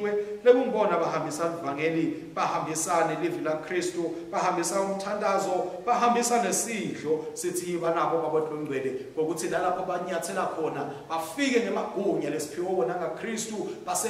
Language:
Swati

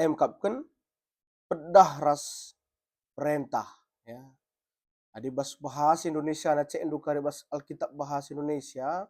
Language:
Batak Karo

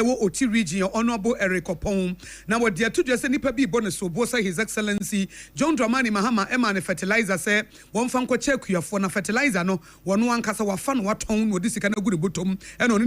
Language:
Akan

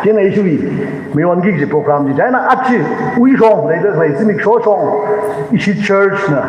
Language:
Tangkhul Naga (India)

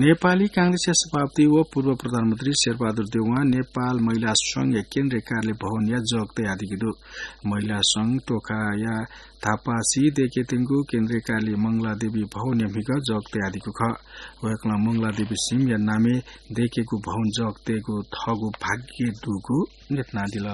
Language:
Newari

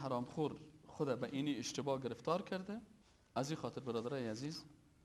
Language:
Persian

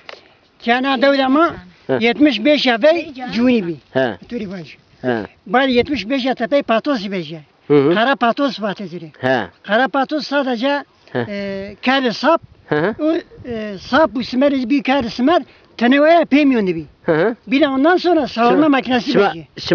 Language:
Zaza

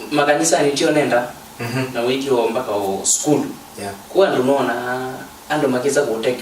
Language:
Kamba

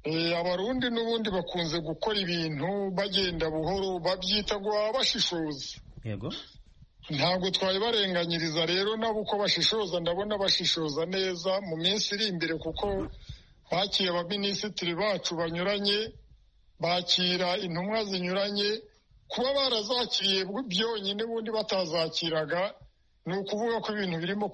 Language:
Kinyarwanda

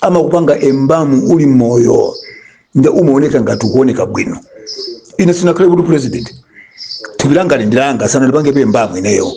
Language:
Nyanja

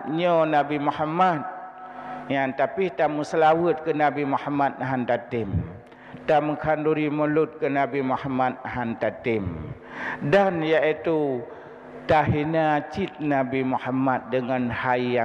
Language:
Achinese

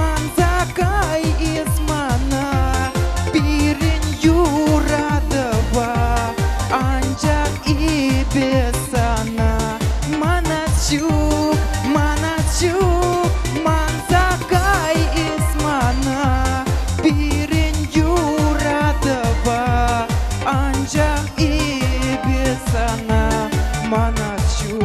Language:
Chuvash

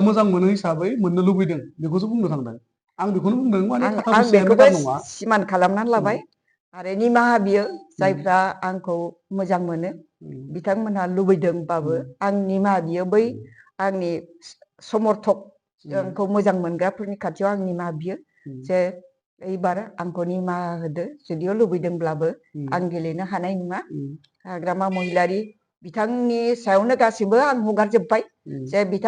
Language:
Bodo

